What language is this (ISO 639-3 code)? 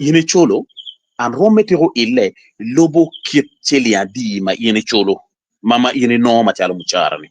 ach